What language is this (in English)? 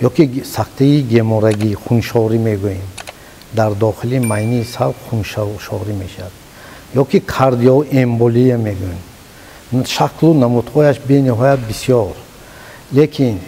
Tajik